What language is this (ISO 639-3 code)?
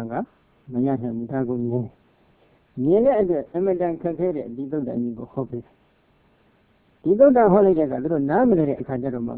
mya